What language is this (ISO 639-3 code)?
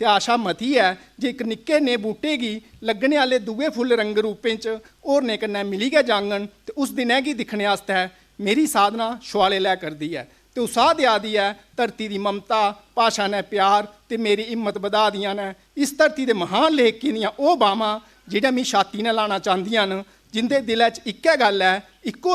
doi